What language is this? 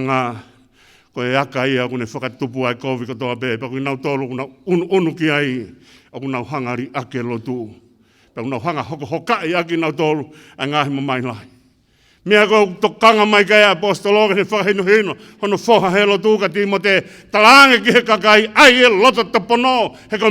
Tongan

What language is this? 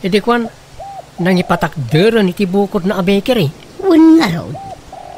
Iloko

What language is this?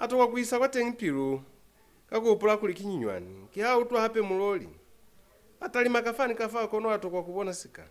Lozi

